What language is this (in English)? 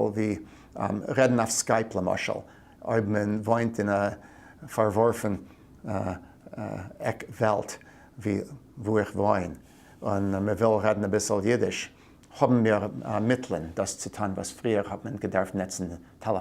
Yiddish